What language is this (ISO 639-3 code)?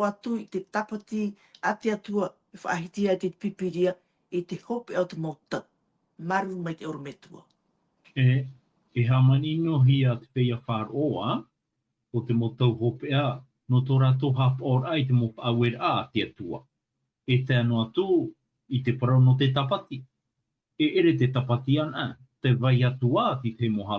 tah